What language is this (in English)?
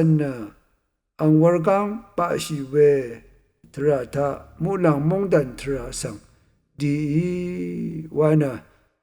Rawang